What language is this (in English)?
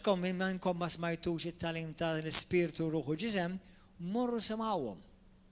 Maltese